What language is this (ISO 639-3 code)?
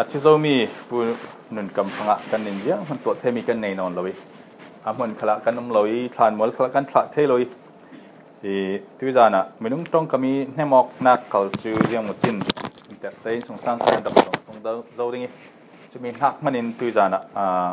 cfm